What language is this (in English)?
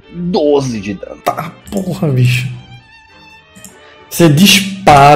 Portuguese